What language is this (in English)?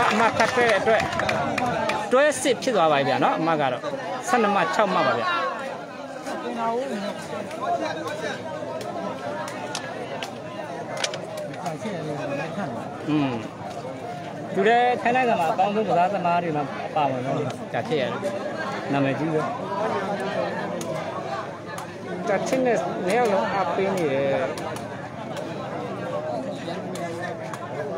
Burmese